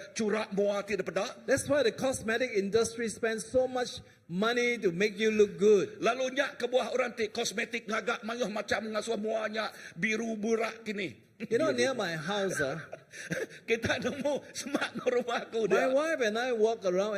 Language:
Iban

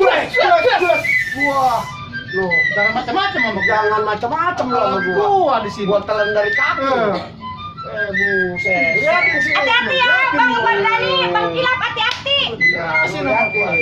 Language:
Betawi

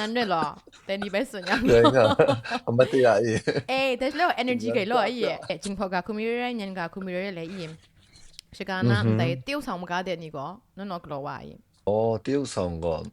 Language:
Kachin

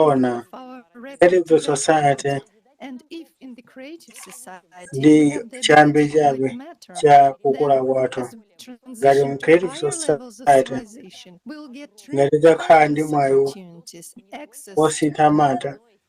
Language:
Nyanja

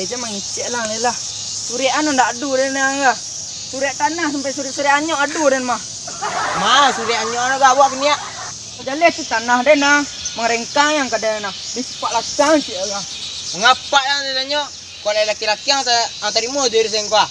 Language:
Minangkabau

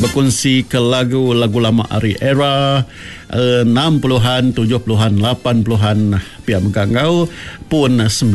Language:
Malay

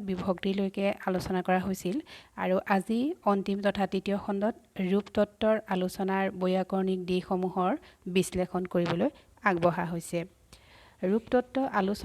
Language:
Assamese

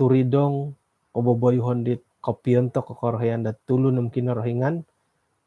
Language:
Central Dusun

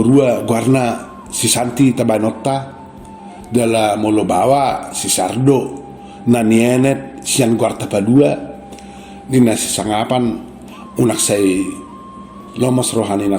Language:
Batak Toba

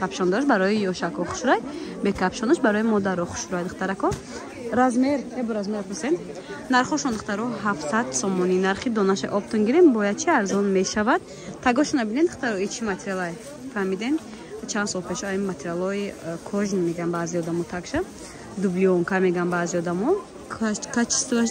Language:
Tajik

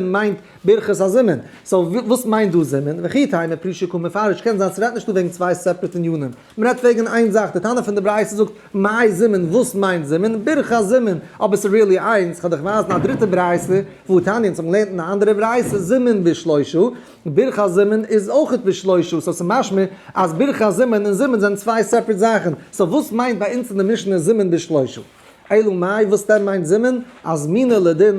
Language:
Yiddish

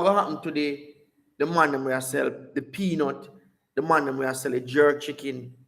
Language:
Jamaican Creole English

